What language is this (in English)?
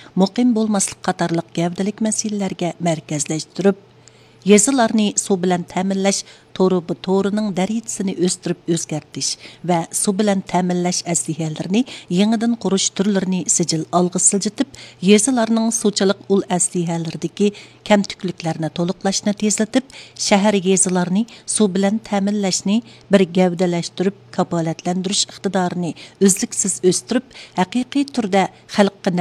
Uyghur